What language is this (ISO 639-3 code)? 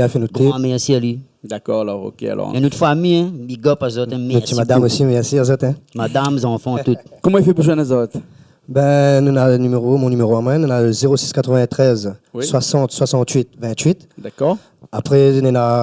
rcf